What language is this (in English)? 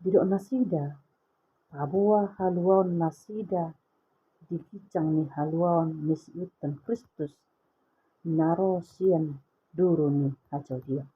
Batak Toba